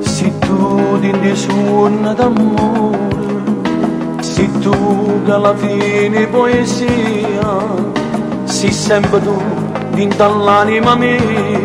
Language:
Neapolitan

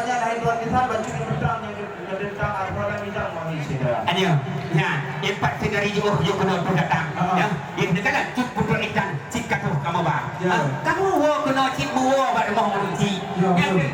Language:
Achinese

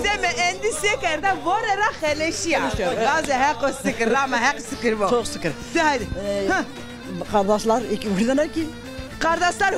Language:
Zaza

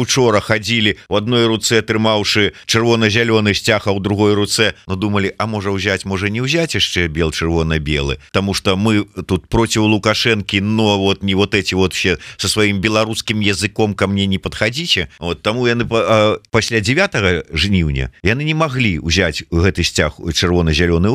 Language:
Belarusian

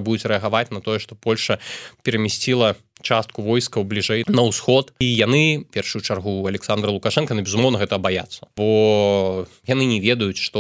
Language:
Belarusian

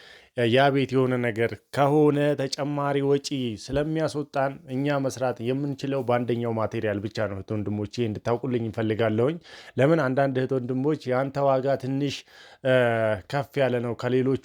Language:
Amharic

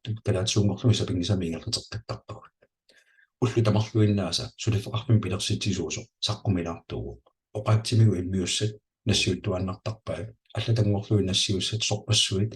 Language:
Kalaallisut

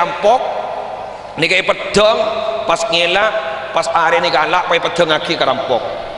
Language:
Madurese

